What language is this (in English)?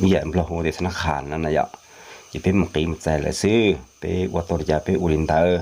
Hmong